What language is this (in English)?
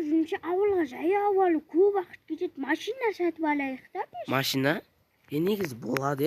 Kazakh